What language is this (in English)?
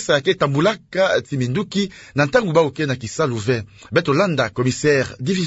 Kituba (Democratic Republic of Congo)